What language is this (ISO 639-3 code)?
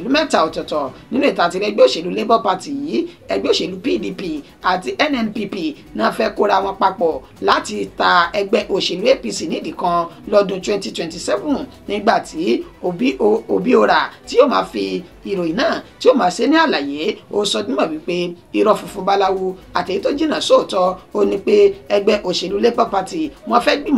yor